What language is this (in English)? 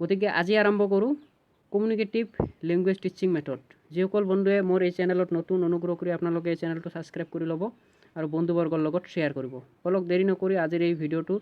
Assamese